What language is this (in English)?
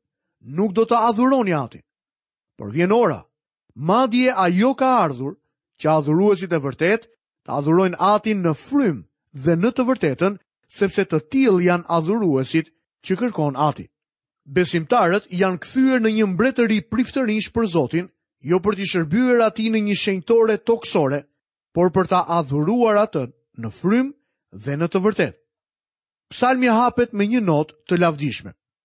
Albanian